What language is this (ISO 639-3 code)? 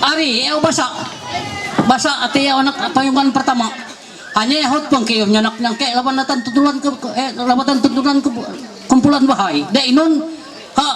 mhy